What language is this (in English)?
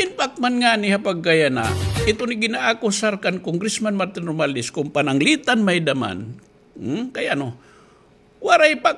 Waray